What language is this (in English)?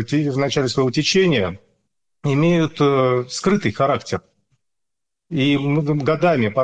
Russian